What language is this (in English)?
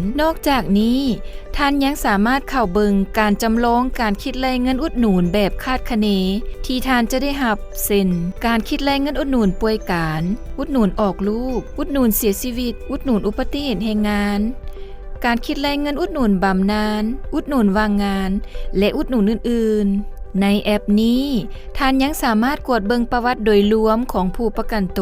Lao